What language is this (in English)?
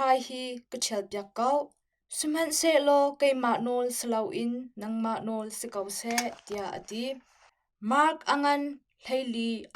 Hakha Chin